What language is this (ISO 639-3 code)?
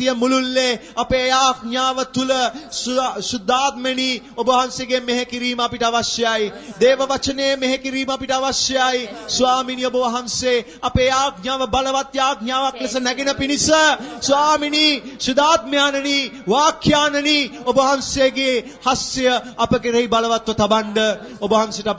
sin